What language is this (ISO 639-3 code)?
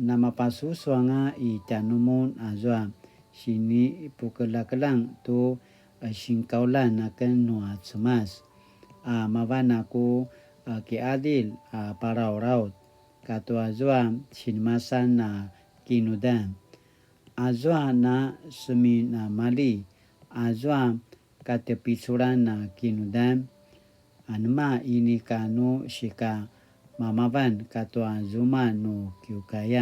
pwn